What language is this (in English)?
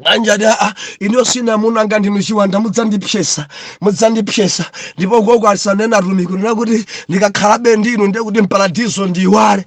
Nyanja